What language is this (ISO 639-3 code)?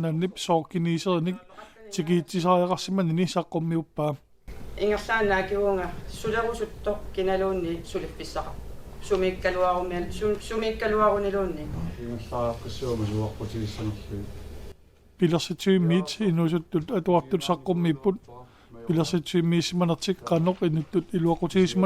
kal